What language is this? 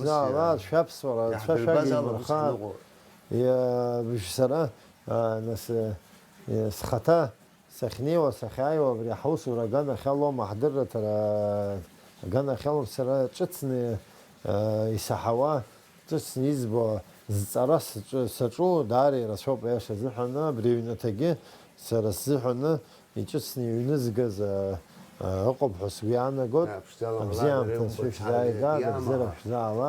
Abkhazian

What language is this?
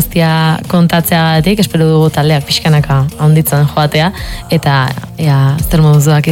Basque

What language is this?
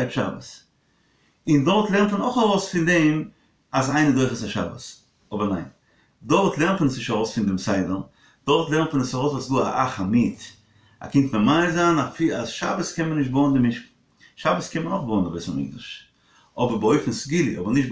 Yiddish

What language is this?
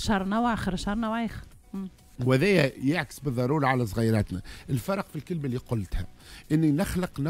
Tunisian Arabic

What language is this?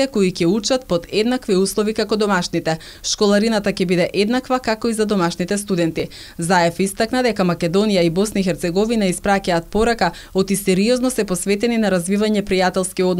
Macedonian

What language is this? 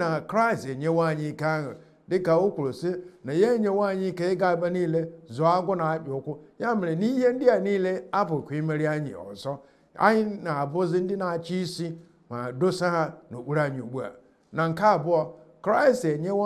Igbo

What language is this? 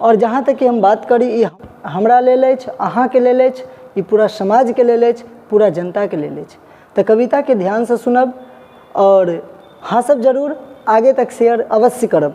Maithili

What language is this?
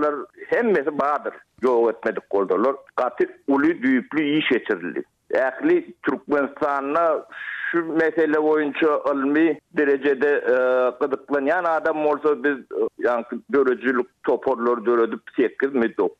Turkmen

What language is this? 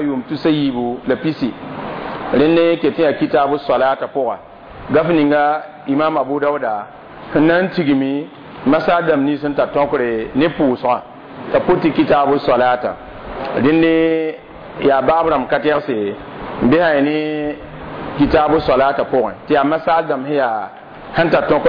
Mossi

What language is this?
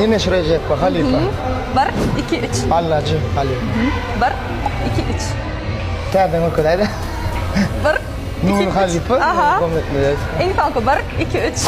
Turkmen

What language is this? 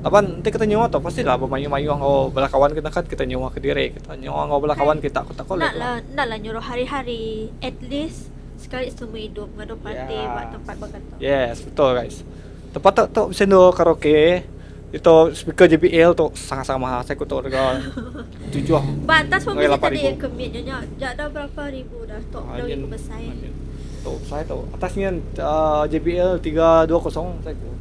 Iban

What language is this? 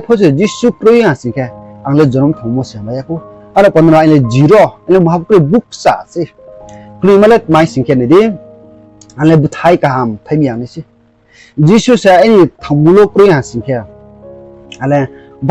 Riang (India)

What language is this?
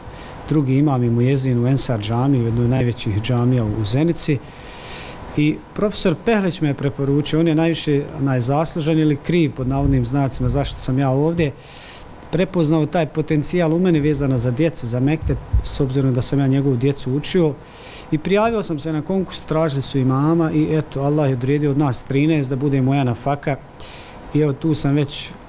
Bosnian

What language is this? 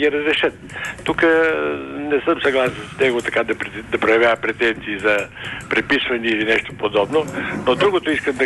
Bulgarian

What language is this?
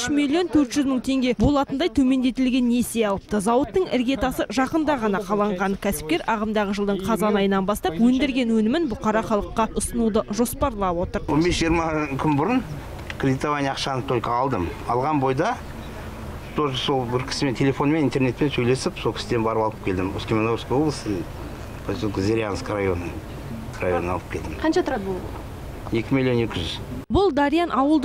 Kazakh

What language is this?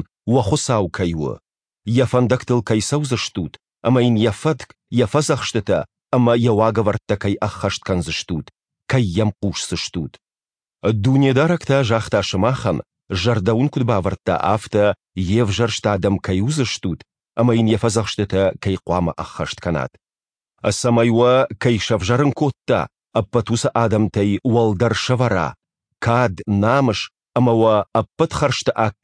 Ossetic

